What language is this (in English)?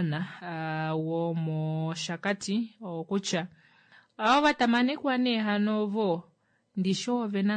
Kuanyama